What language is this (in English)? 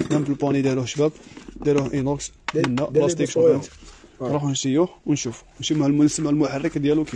Algerian Arabic